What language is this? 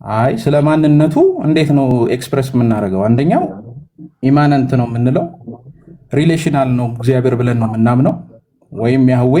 Amharic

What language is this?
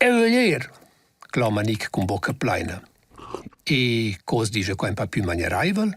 Romansh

